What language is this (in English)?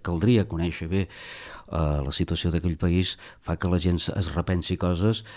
Catalan